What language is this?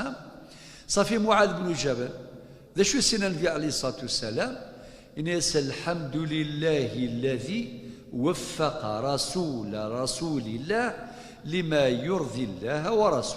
Kabyle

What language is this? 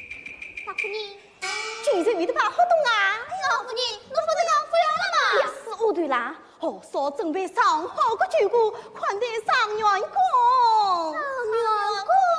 Wu Chinese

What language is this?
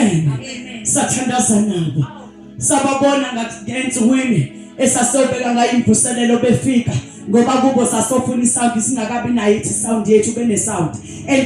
Zulu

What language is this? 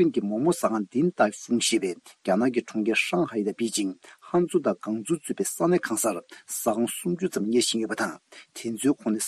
Tibetan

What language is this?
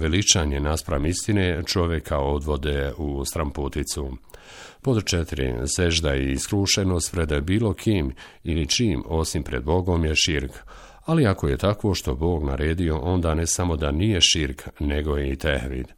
Bosnian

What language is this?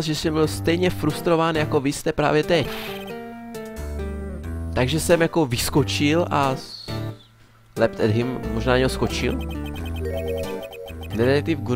Czech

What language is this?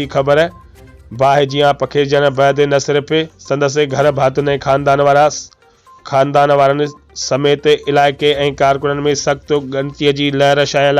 Sindhi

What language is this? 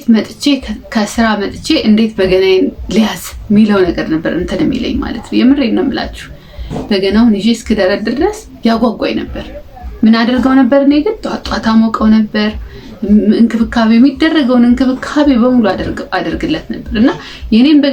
Amharic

